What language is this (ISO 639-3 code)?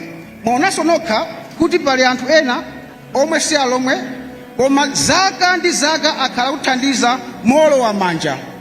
nya